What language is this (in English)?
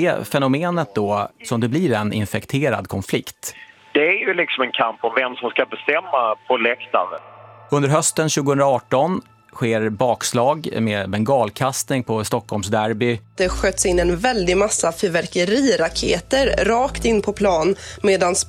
Swedish